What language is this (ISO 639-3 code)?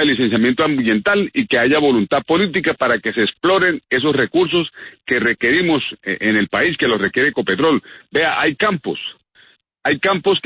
spa